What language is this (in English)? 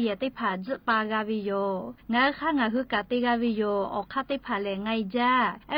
Lahu